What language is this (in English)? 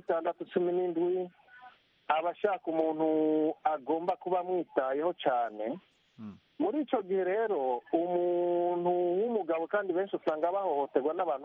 Kinyarwanda